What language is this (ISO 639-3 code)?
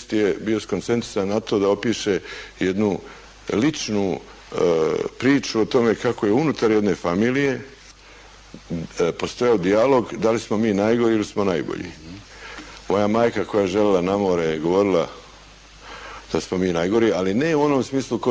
bos